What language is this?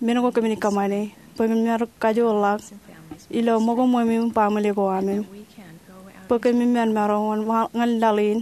Marshallese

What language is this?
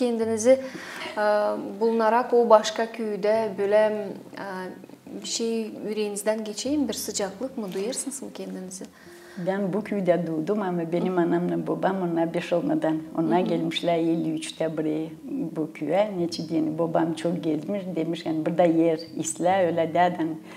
Gagauz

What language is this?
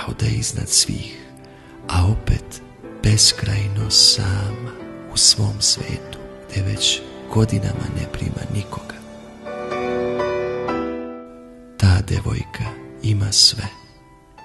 Serbian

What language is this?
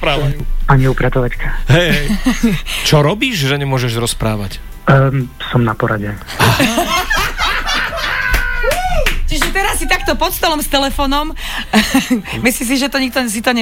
Slovak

